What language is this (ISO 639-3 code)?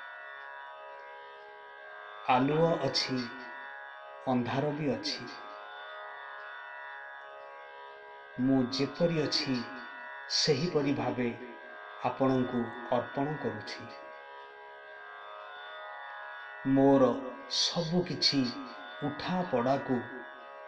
ori